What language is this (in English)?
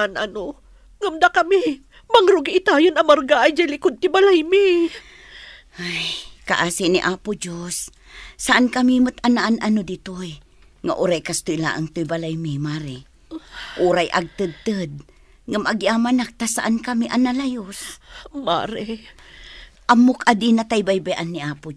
Iloko